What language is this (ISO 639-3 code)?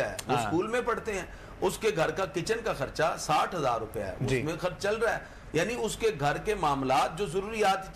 urd